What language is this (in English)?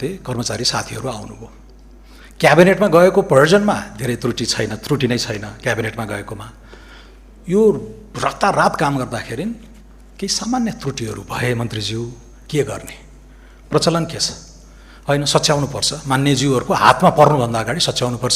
Nepali